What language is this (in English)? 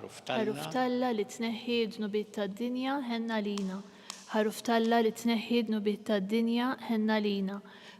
Maltese